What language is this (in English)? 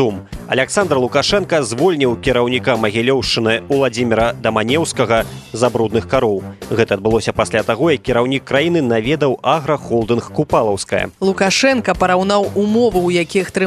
Belarusian